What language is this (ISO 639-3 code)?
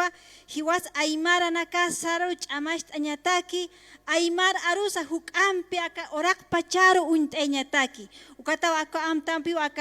aym